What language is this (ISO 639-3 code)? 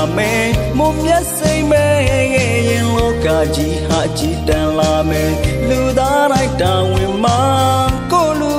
mya